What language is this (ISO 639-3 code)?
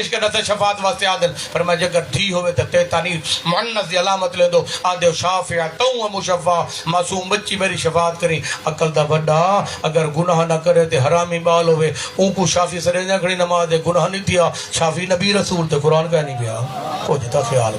skr